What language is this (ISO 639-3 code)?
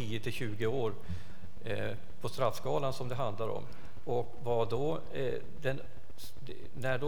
swe